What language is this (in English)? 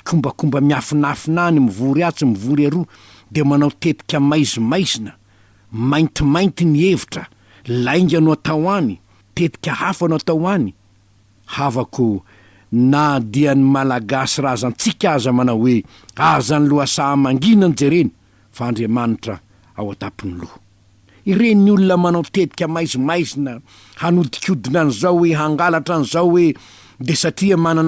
Malagasy